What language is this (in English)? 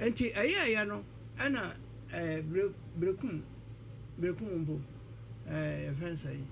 Akan